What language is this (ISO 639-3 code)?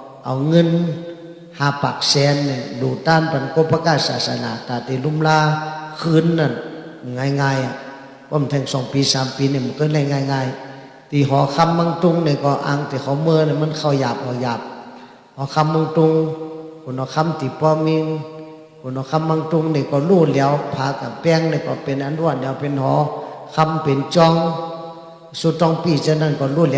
shn